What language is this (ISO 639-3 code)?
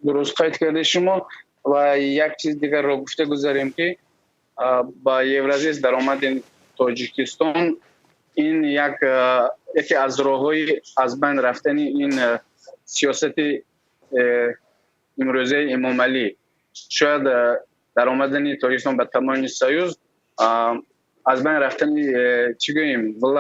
tgk